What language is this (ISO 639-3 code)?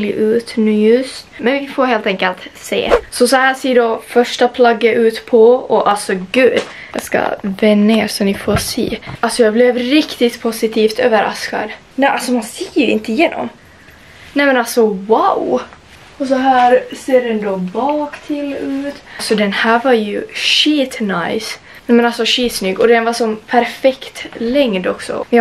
swe